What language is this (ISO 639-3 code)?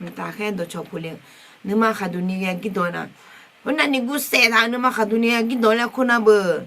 ahk